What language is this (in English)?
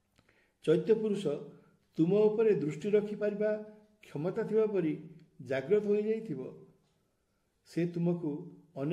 Odia